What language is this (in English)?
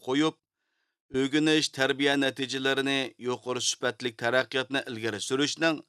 Uyghur